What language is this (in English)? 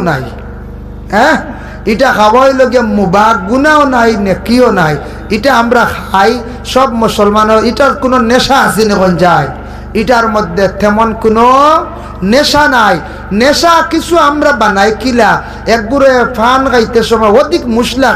Sylheti